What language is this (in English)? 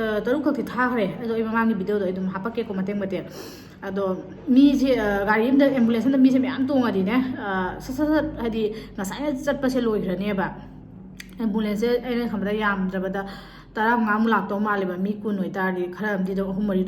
Manipuri